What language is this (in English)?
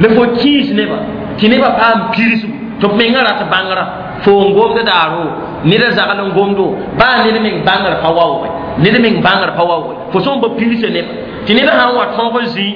Mossi